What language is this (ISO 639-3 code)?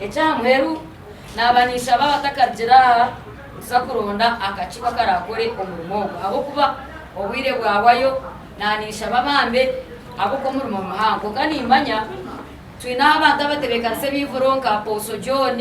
nyn